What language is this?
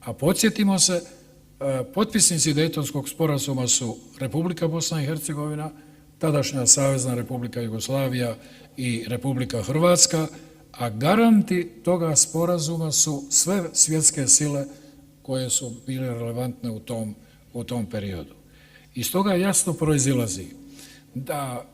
Bosnian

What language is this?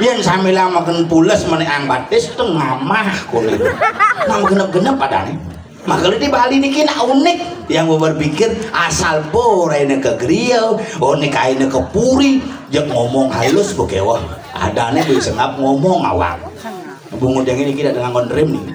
Balinese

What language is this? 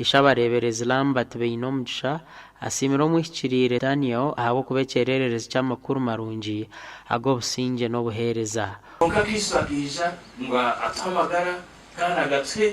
Nyankole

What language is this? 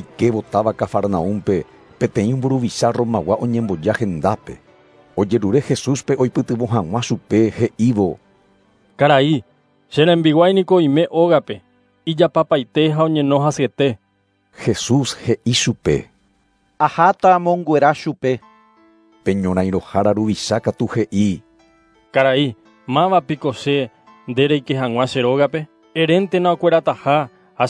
Guarani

